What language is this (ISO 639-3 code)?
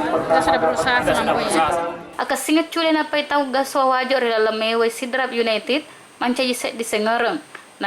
bug